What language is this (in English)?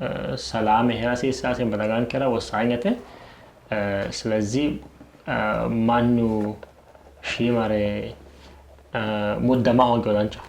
Sidamo